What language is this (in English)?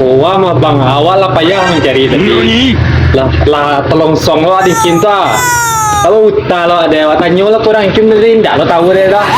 Minangkabau